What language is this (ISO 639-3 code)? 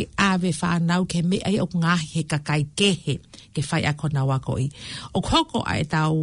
ton